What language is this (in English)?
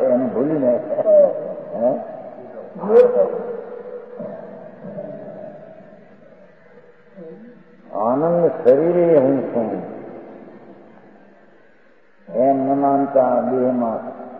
Gujarati